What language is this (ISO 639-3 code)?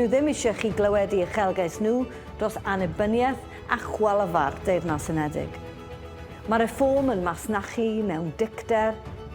cym